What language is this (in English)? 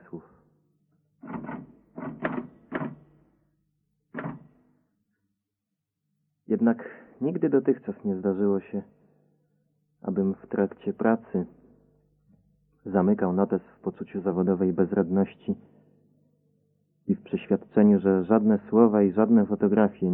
Polish